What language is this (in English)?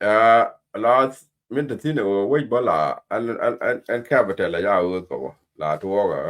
Nuer